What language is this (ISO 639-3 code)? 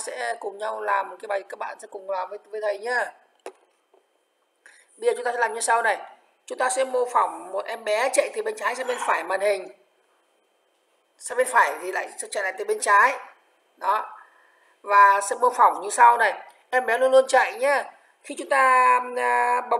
vie